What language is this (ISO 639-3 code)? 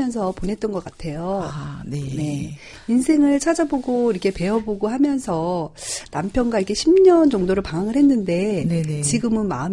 kor